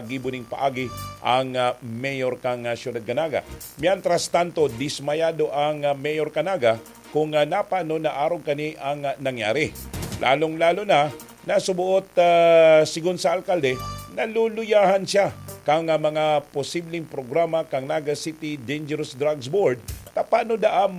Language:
Bikol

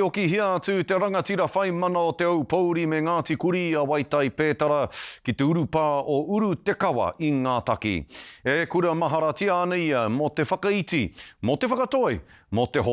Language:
Māori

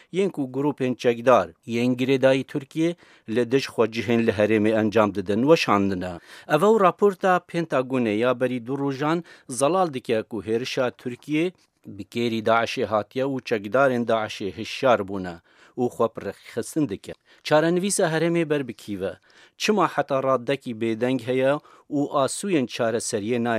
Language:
Kurdish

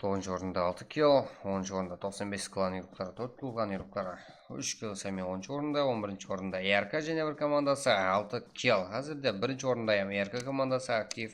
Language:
Kara-Kalpak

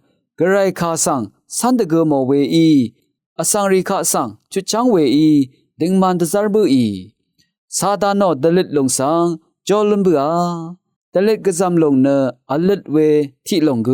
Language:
Rawang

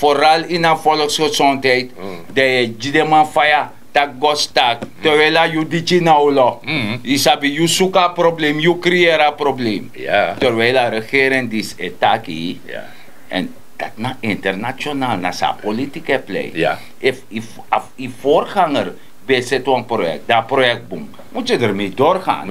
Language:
Sranan Tongo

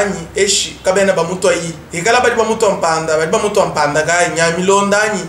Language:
Luba-Lulua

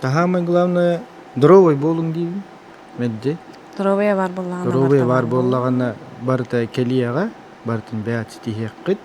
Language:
Yakut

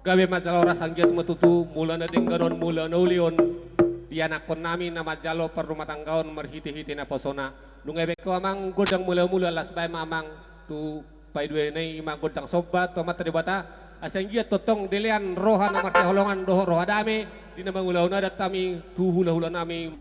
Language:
Batak Toba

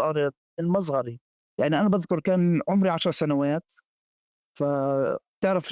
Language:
North Levantine Arabic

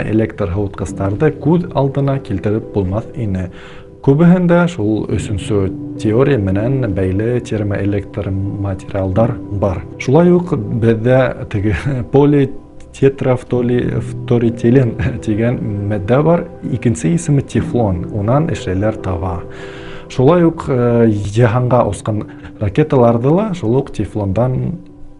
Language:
Bashkir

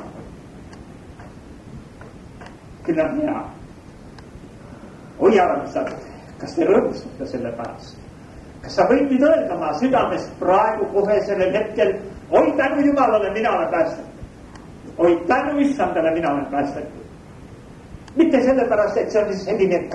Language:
Estonian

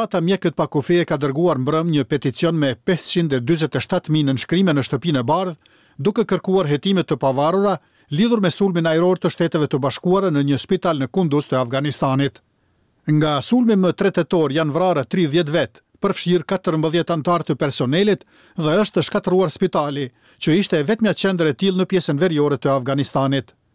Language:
Albanian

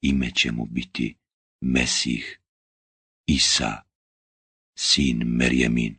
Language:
Bosnian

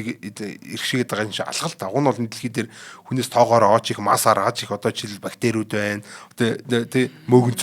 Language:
Mongolian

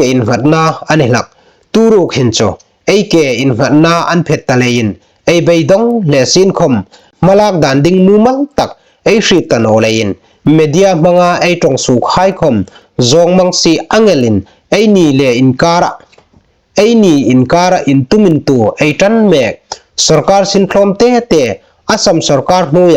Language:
Hmar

